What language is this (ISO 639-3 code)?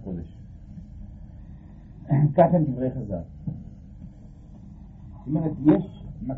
heb